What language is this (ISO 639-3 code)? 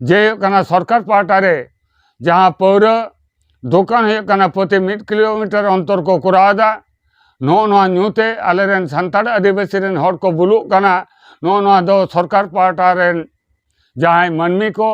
sat